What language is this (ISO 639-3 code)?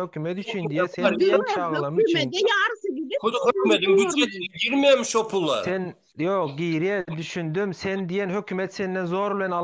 tuk